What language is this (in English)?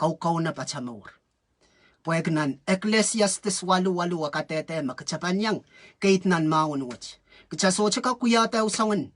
Pohnpeian